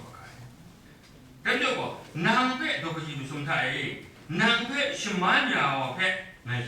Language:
Kachin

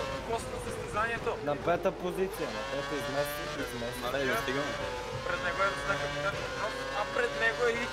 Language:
Bulgarian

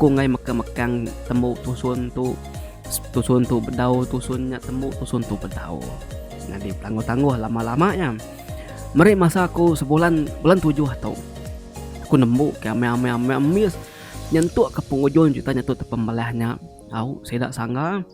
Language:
Iban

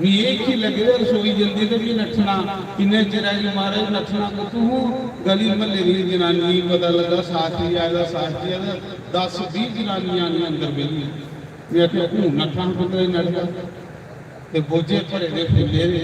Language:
Dogri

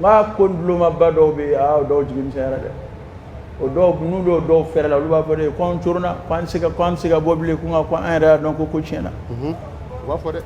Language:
Dyula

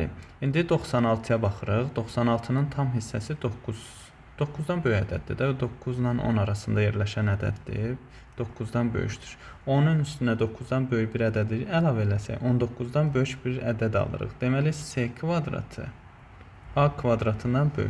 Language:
Azerbaijani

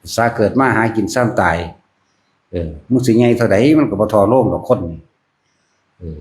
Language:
Northeastern Thai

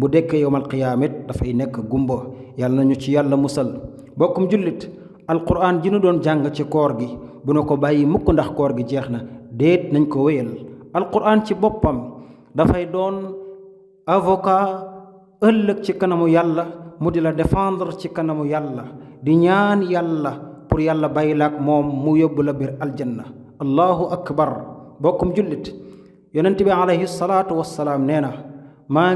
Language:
Wolof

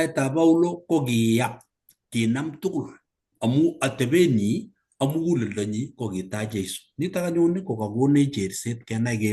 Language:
Kalenjin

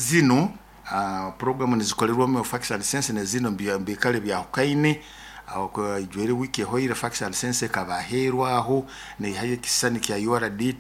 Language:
Nyoro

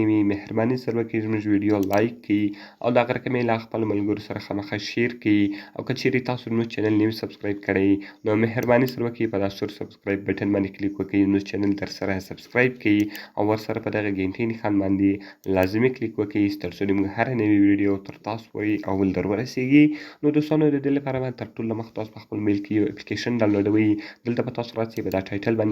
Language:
Pashto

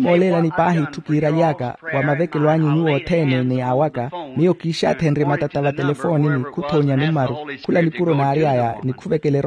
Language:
Makhuwa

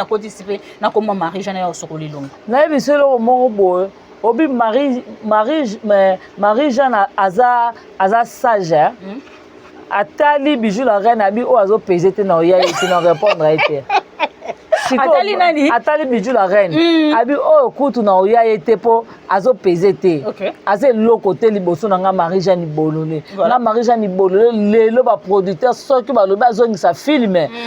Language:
Lingala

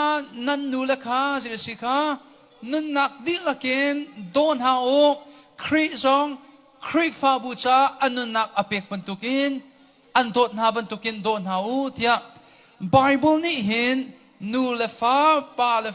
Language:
Hakha Chin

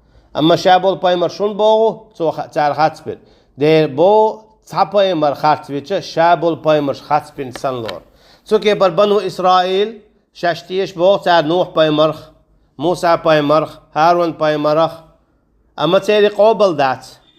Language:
Chechen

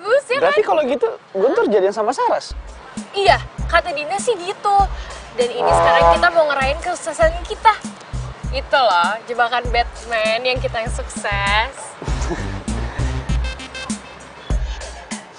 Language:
Indonesian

